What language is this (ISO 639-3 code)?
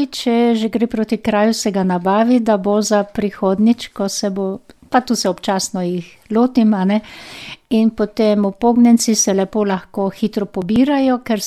slv